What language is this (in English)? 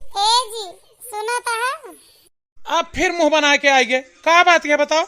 Awadhi